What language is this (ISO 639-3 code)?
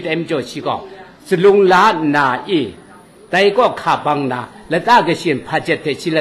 kac